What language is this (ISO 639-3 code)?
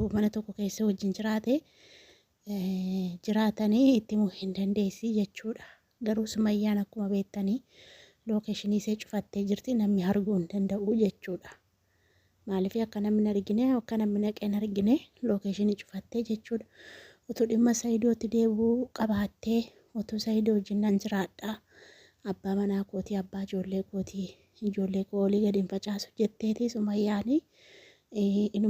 orm